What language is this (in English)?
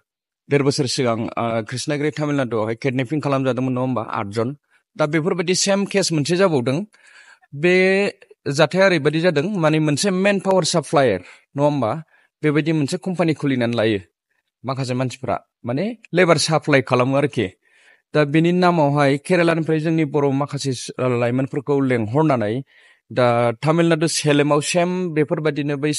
Bodo